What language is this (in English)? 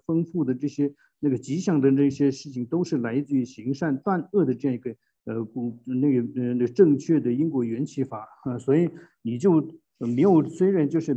Chinese